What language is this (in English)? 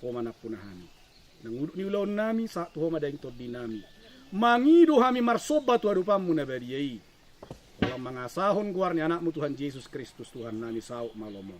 Batak Toba